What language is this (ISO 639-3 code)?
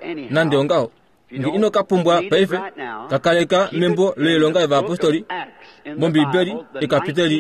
kua